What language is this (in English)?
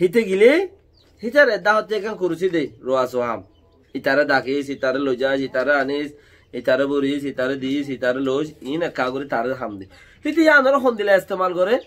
Rohingya